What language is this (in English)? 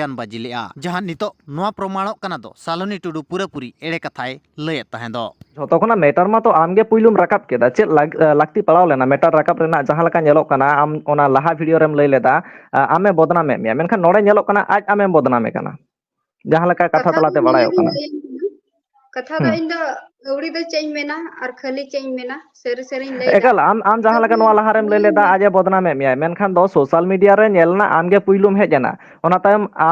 Santali